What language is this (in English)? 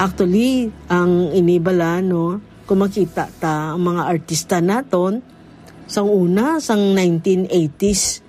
Hiligaynon